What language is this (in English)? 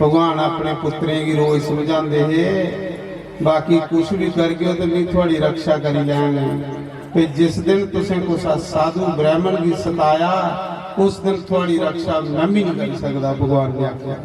Dogri